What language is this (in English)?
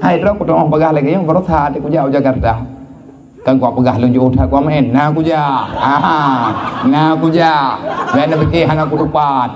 Achinese